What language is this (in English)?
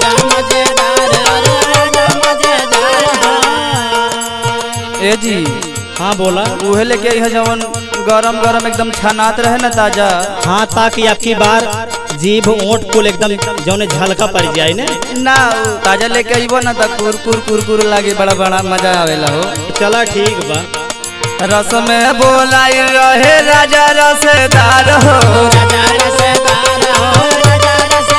Bhojpuri